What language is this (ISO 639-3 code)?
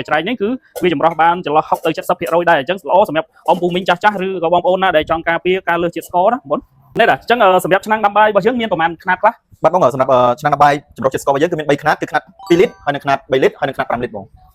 khm